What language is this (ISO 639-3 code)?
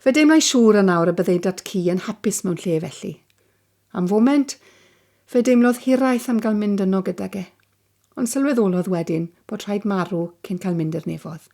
cym